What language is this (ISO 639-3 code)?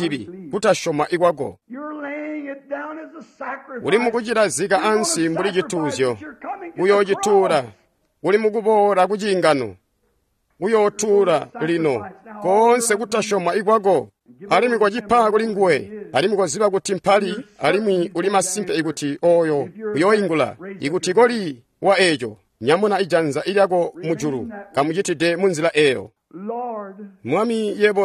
toi